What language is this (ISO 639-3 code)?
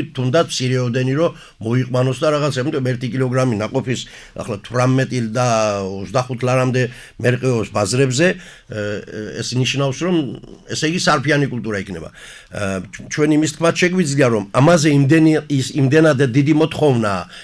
kat